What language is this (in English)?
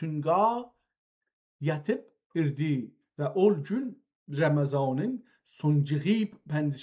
South Azerbaijani